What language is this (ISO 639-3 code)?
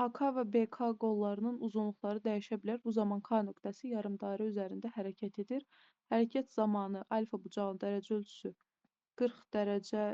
aze